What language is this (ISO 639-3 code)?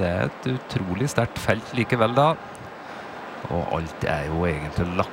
nor